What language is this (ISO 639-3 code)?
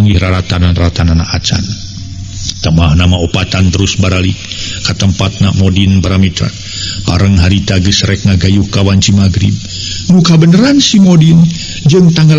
sun